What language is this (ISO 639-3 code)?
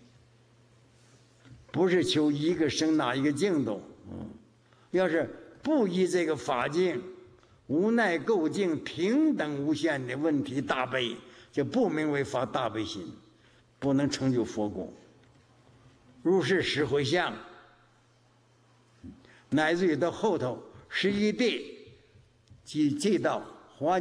zho